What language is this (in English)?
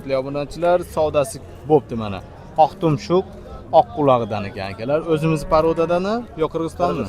Uzbek